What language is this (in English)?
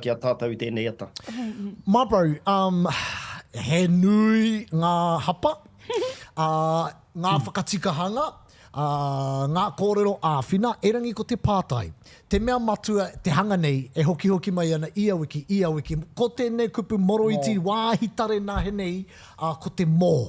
Māori